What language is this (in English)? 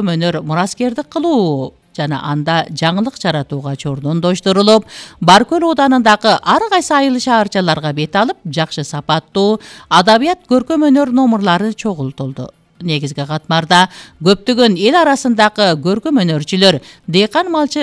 Kyrgyz